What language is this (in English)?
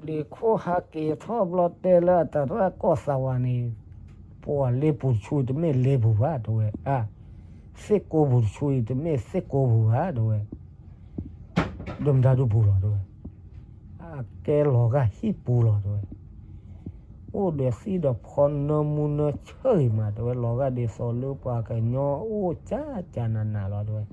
S'gaw Karen